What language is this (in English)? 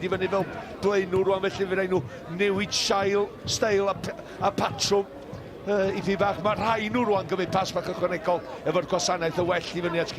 Welsh